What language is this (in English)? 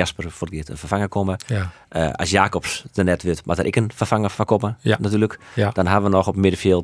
Western Frisian